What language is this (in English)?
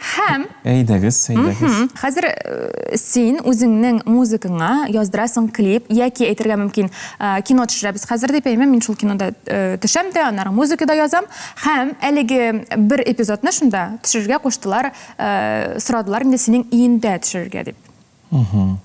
Tatar